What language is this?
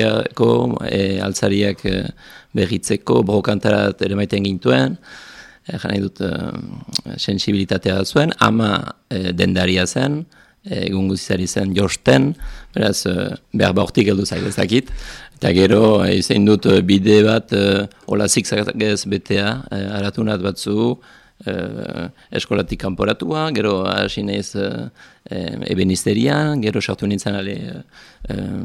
Basque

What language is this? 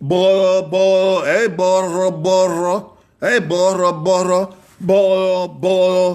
Bini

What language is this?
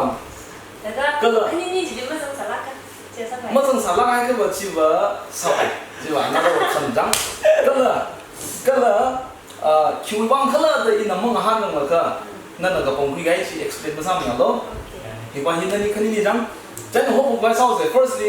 Tangkhul Naga (India)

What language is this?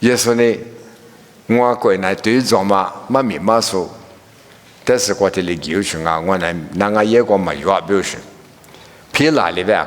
Lisu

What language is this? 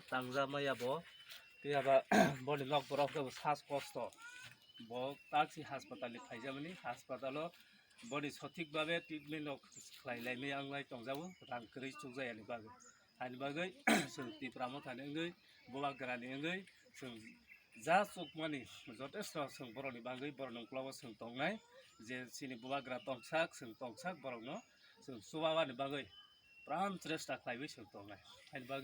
Kok Borok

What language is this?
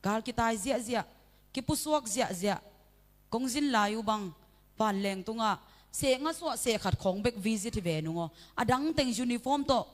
Tedim Chin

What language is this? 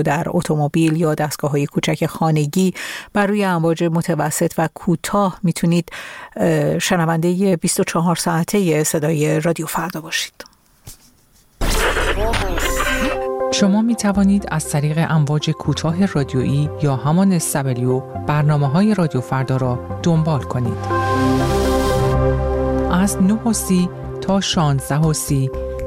Persian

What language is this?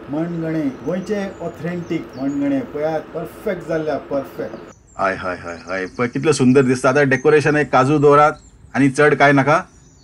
Konkani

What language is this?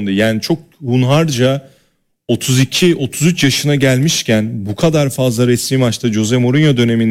Turkish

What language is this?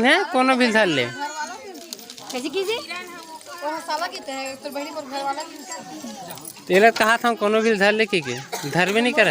Chhattisgarhi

